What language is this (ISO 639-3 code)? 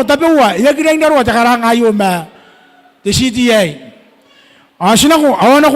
gil